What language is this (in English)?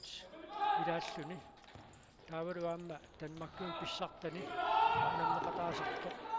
Kalaallisut